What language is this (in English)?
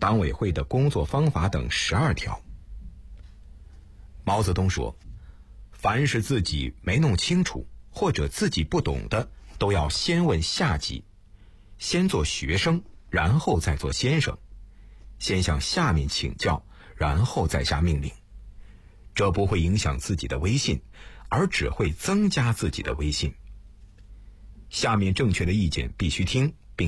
Chinese